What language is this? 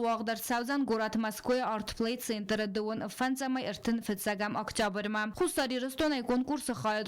Ossetic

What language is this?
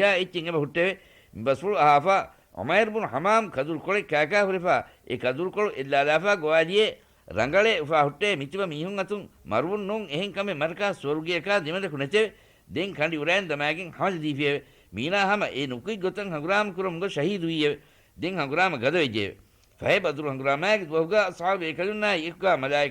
Divehi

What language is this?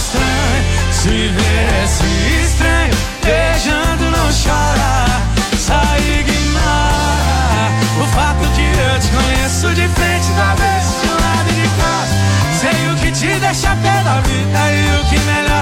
Portuguese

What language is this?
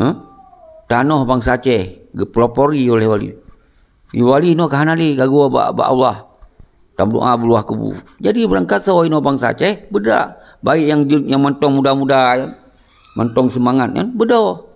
Achinese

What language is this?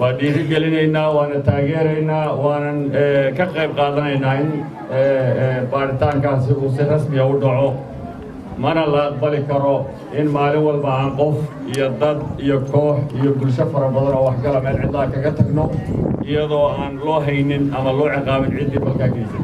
Somali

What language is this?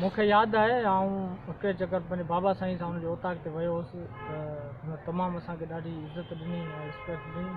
Sindhi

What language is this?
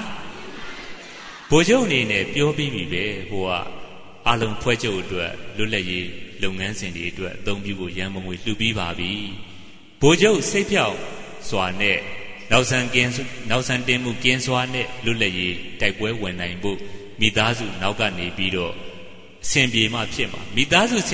Burmese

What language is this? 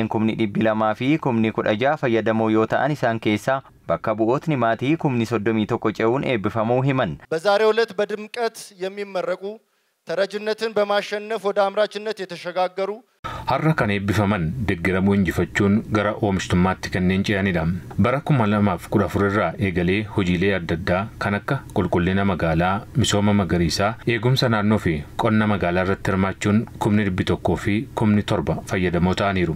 Oromo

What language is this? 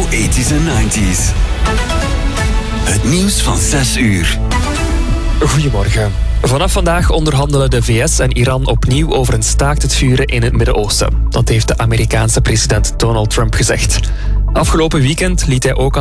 Dutch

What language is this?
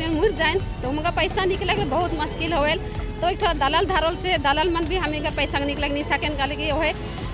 Sadri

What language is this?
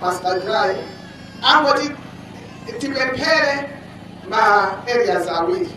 Nyanja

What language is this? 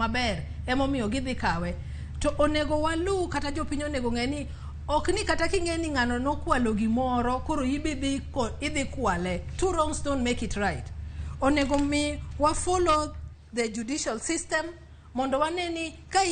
Luo (Kenya and Tanzania)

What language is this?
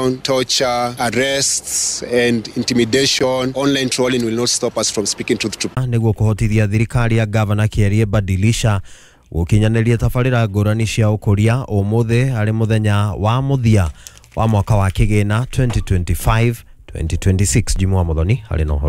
Kikuyu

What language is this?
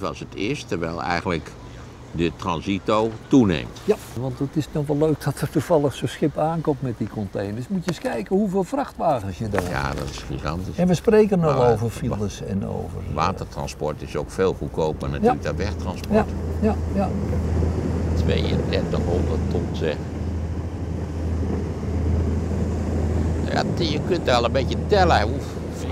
Dutch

